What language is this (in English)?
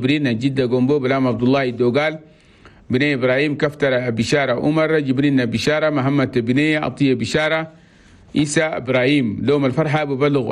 Chadian Arabic